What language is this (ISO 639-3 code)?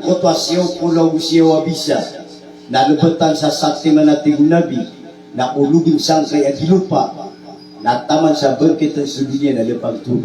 mrw